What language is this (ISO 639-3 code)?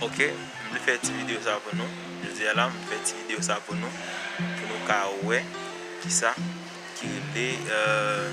hat